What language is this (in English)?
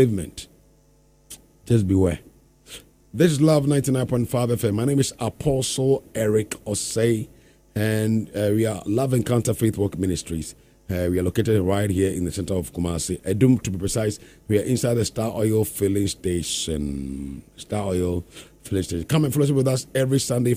English